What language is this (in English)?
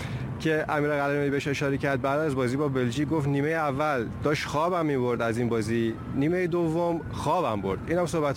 Persian